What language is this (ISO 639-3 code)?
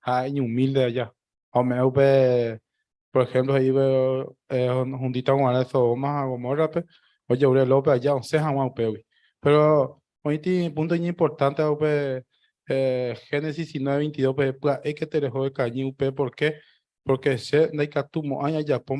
grn